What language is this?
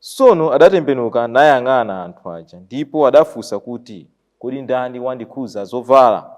Nyanja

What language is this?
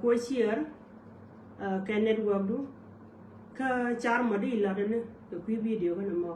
Nuer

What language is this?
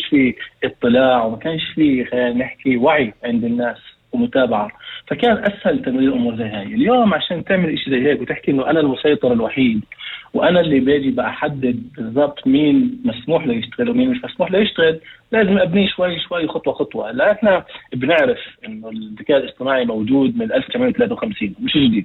North Levantine Arabic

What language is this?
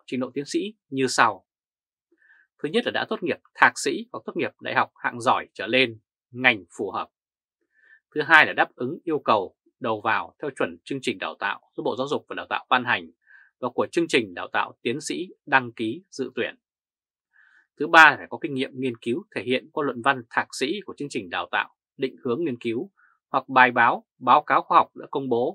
Vietnamese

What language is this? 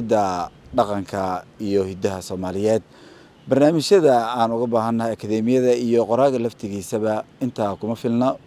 Somali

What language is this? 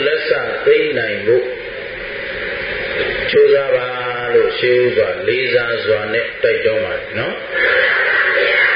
Burmese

